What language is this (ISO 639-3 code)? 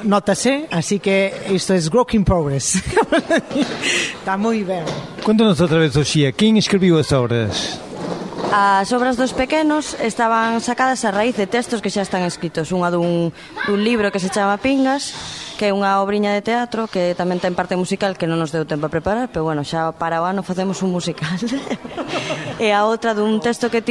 glg